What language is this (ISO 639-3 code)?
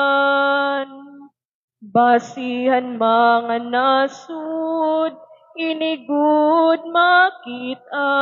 war